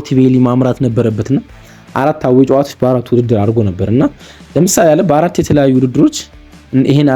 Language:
Amharic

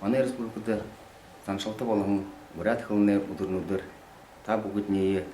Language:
Buriat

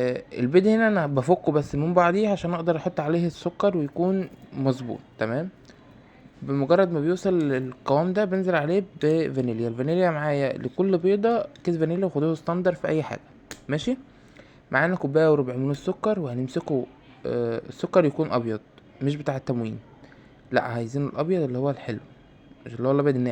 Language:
Egyptian Arabic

